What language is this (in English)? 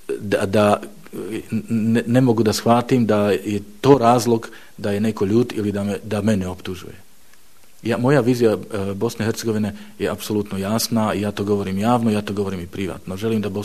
Bosnian